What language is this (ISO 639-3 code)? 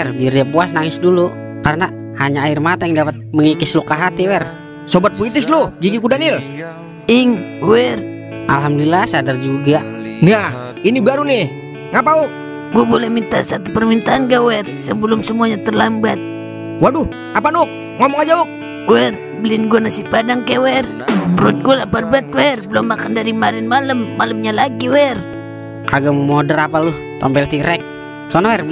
bew